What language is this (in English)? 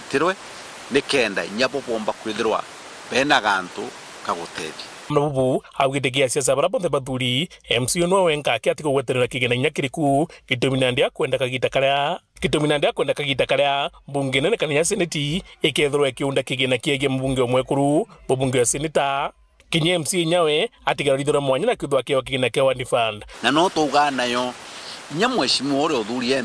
Meru